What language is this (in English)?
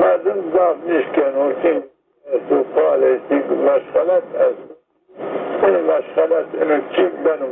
Zaza